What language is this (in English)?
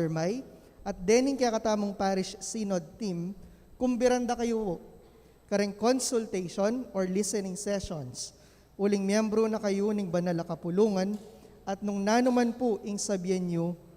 Pampanga